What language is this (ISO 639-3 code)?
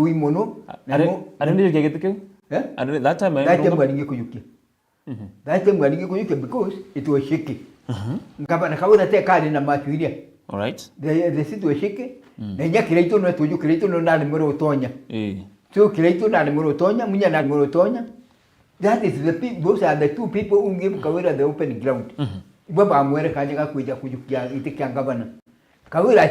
mer